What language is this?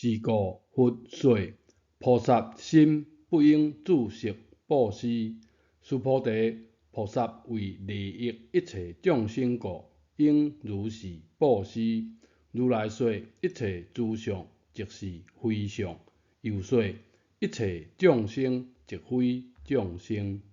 Min Nan Chinese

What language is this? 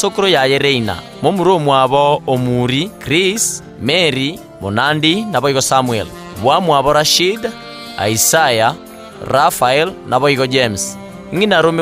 Gusii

